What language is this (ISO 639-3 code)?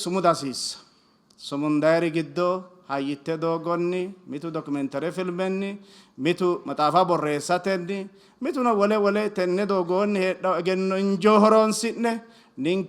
sid